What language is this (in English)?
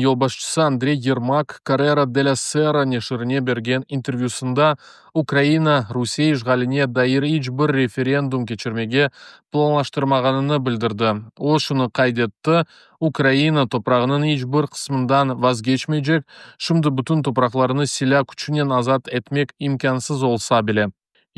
Crimean Tatar